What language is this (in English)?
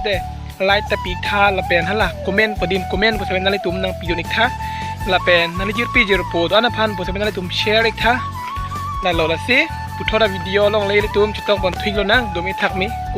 Karbi